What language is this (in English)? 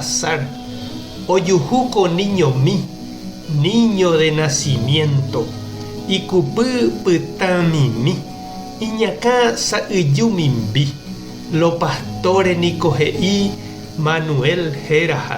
Guarani